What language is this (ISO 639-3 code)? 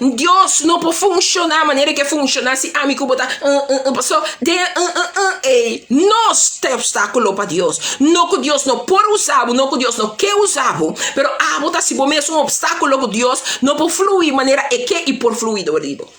pap